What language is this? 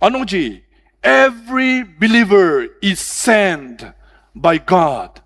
Ao Naga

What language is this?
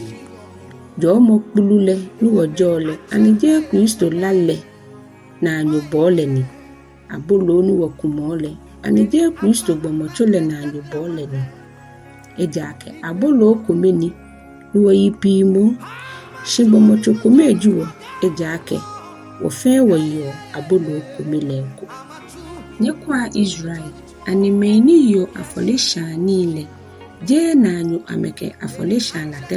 Ga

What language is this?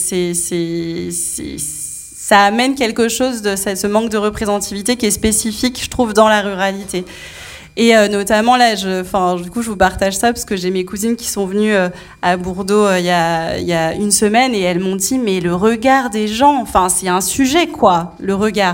French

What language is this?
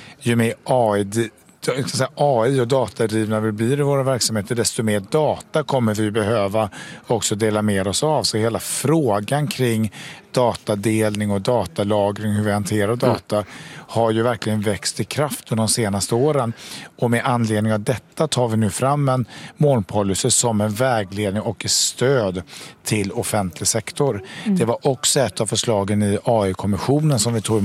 Swedish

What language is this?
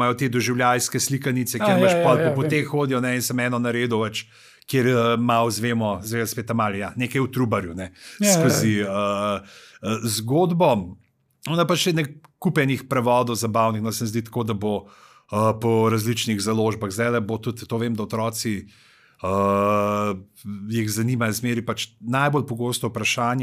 Slovenian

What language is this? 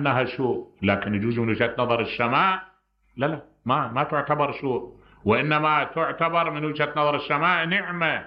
Mesopotamian Arabic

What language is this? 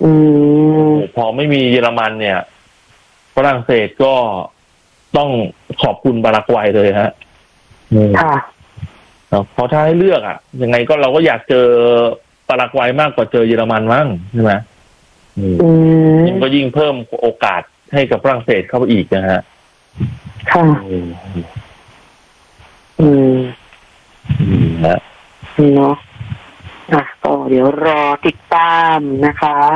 Thai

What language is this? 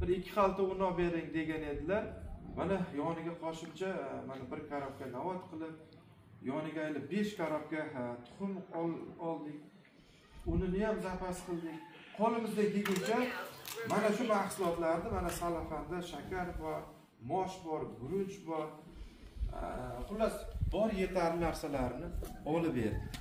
Uzbek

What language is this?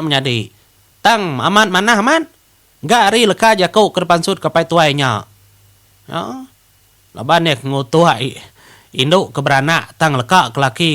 Iban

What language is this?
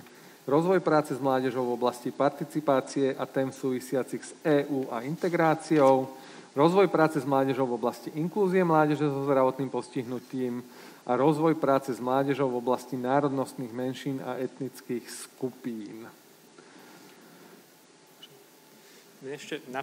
Slovak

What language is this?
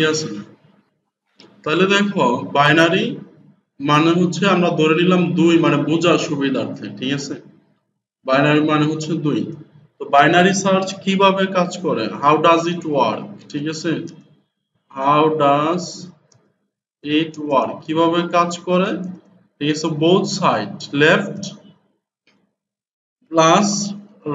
Bangla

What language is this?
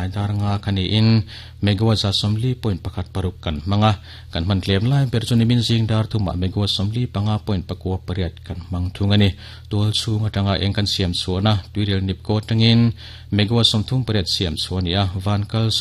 Mizo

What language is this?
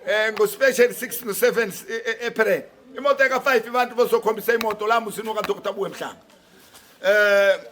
Zulu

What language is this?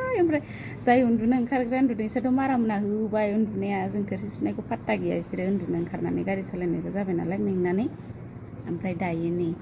Bodo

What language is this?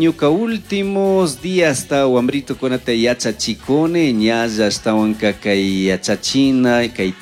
Chimborazo Highland Quichua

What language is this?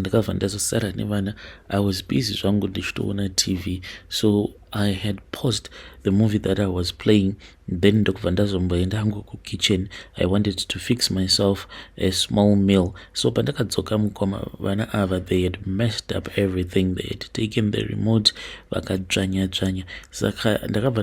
Shona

